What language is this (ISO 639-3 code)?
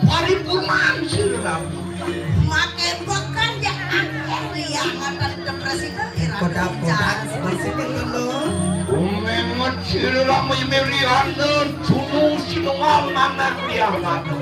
ban